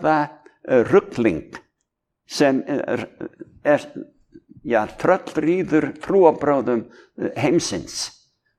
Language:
Icelandic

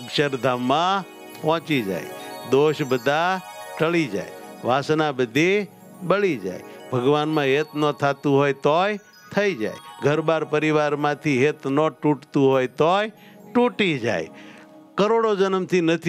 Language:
Gujarati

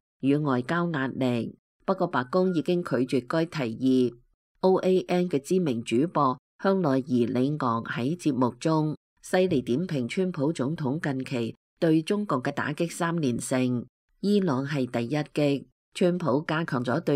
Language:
Cantonese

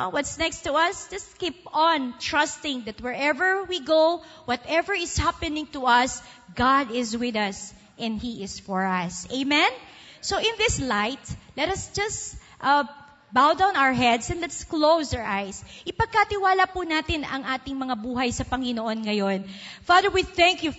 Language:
Filipino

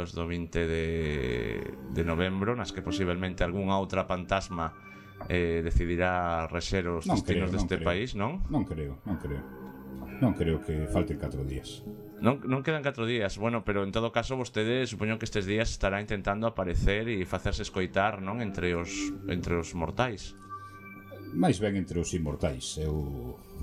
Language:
Galician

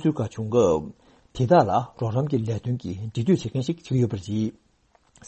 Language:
Tibetan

